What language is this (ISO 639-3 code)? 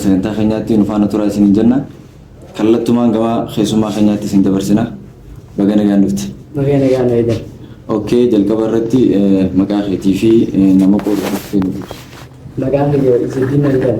orm